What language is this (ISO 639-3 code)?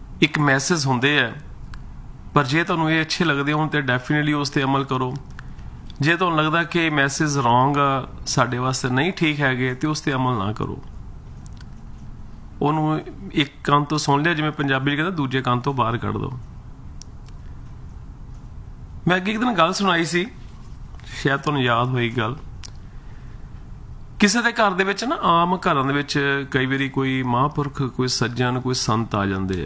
pan